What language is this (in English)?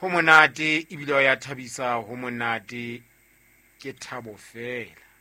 Southern Sotho